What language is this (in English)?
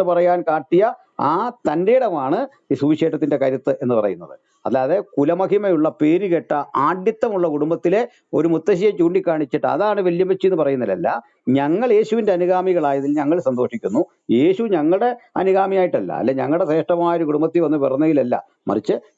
Malayalam